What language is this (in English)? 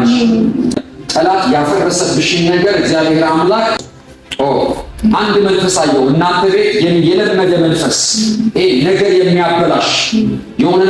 Amharic